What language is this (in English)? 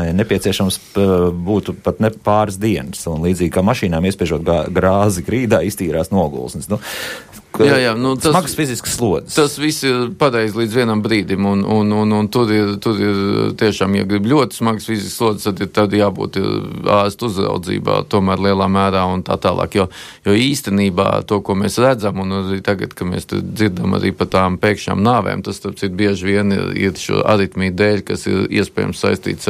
Latvian